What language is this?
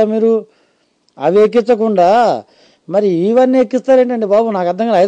Telugu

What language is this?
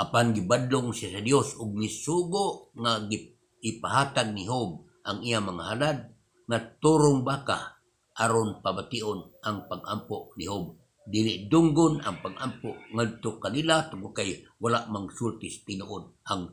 Cebuano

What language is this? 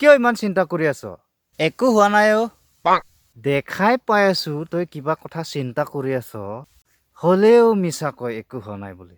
Assamese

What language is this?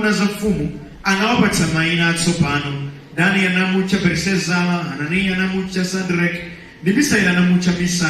Nyanja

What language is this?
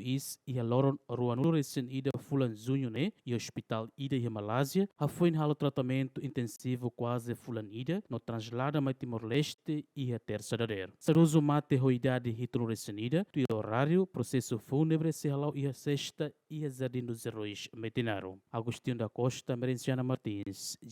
Tetum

